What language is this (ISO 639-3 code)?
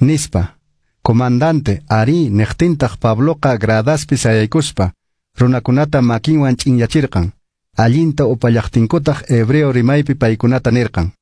que